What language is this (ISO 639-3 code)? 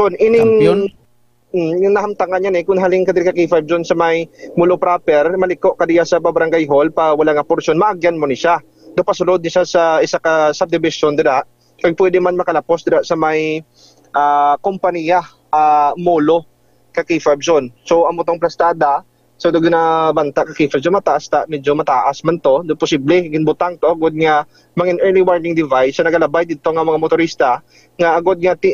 hil